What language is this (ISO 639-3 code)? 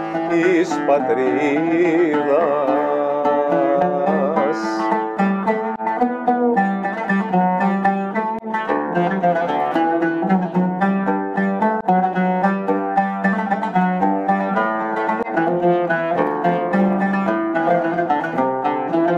ell